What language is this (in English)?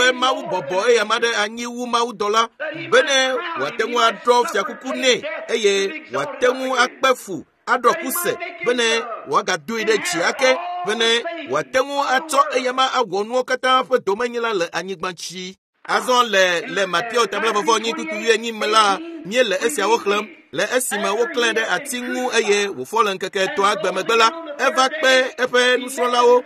Ewe